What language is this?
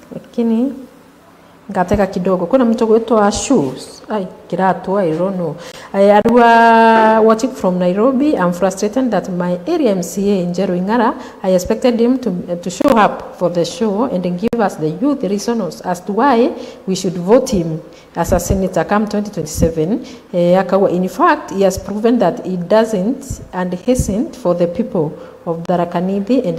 Meru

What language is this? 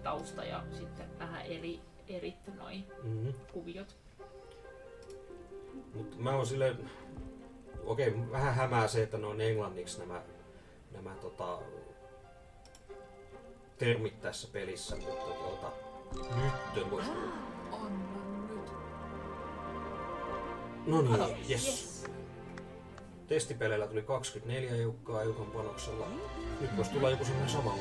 Finnish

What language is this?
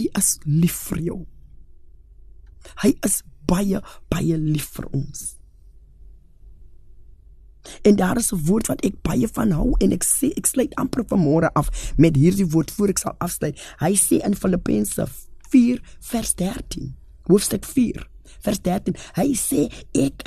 Afrikaans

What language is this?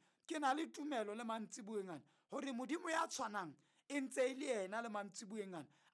Southern Sotho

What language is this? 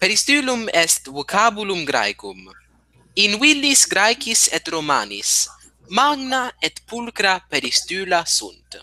Latin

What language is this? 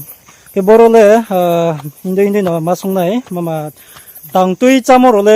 Riang (India)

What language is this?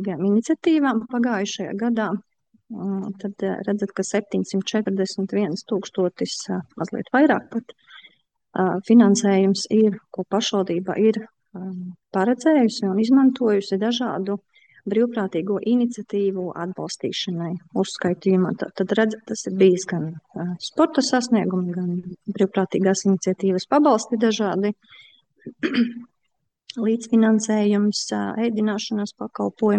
Latvian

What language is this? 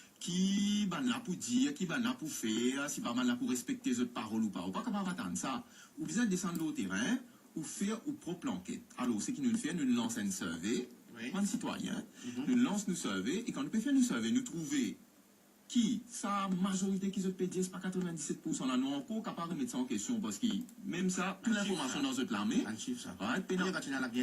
Morisyen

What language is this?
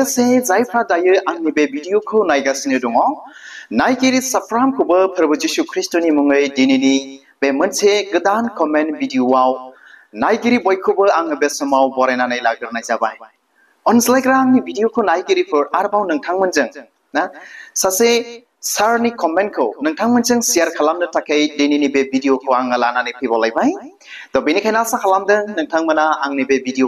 Bodo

